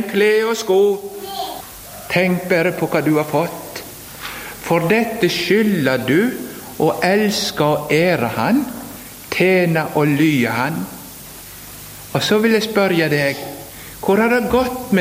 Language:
Norwegian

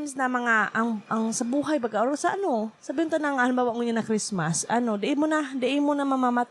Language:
Bikol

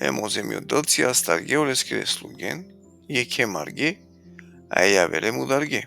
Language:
Balkan Romani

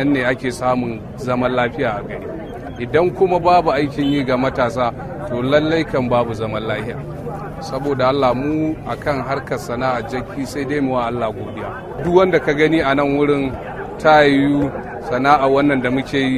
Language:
Hausa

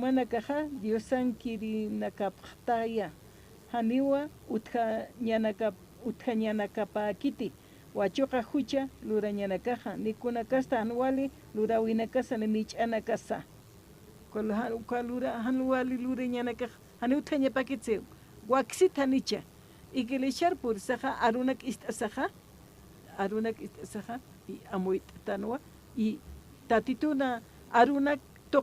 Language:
Aymara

